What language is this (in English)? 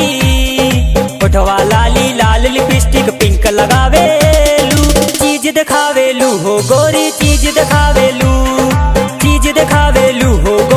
Bhojpuri